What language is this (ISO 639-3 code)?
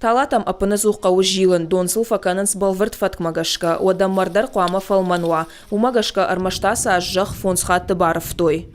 oss